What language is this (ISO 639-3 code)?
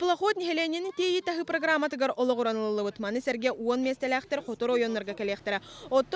sah